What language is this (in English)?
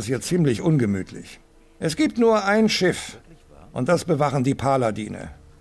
Bavarian